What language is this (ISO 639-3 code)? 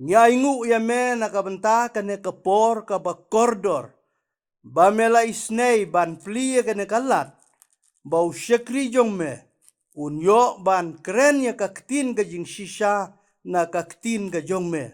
kha